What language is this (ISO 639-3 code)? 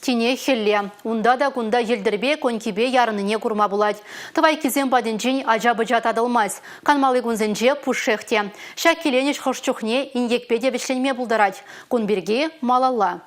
chv